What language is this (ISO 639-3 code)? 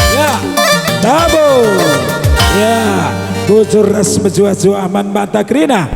btx